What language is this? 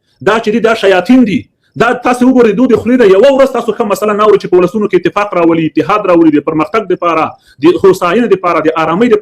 Pashto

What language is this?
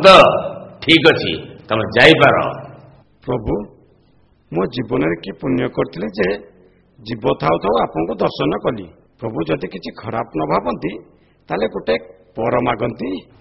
Odia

